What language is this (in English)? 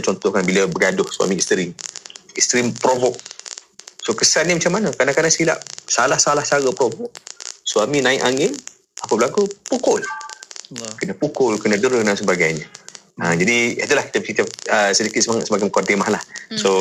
Malay